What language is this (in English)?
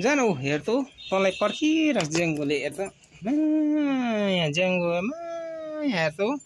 Nepali